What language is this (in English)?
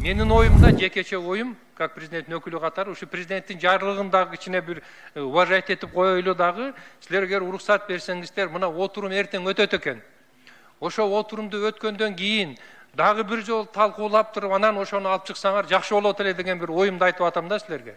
Kyrgyz